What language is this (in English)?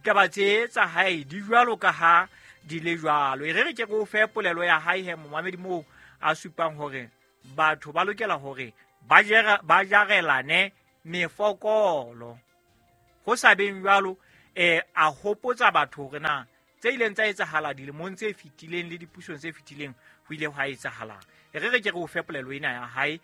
Southern Sotho